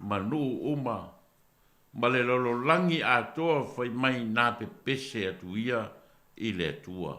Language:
Samoan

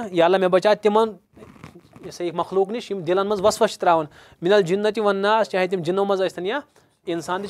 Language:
Kashmiri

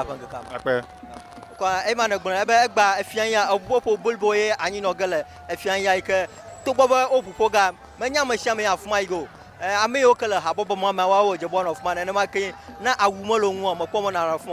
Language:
Ewe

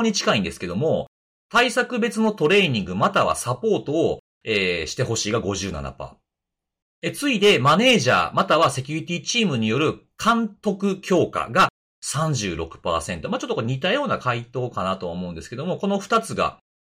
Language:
Japanese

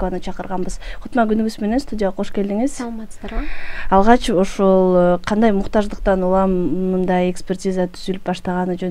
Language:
Kyrgyz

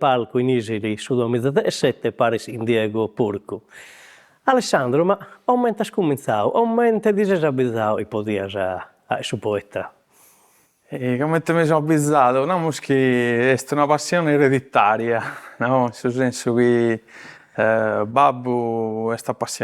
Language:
Sardinian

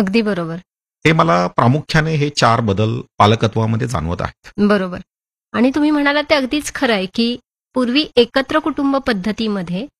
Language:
Marathi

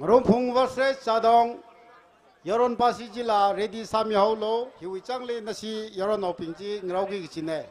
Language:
Tangkhul Naga (India)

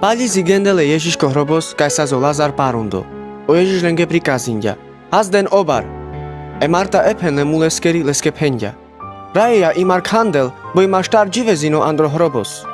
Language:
Carpathian Romani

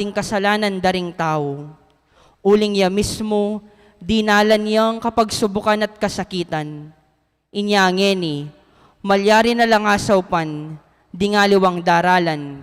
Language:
Pampanga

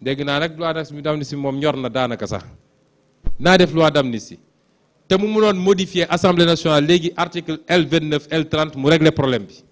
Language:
Wolof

